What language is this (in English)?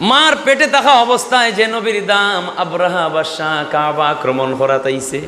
Sylheti